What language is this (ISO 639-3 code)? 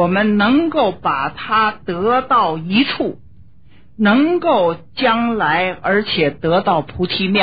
zho